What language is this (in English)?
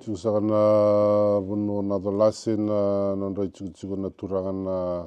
Fijian